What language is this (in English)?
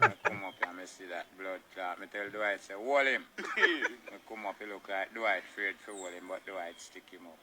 Jamaican Creole English